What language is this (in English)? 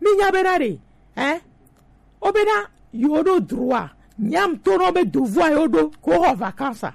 Gen